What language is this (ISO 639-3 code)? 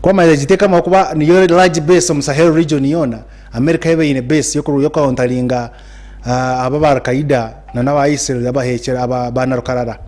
nyn